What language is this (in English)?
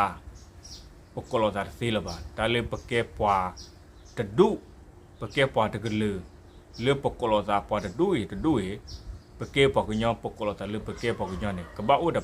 S'gaw Karen